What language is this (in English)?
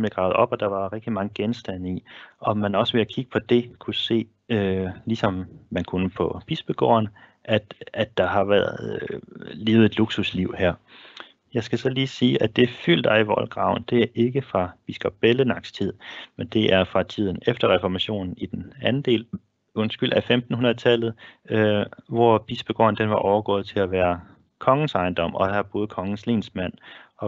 Danish